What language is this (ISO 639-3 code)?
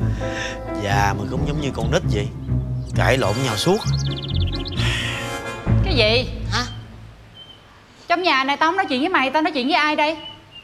vie